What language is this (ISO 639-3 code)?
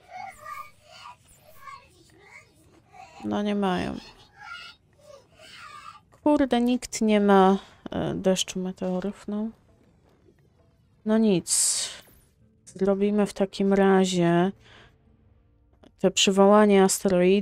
pol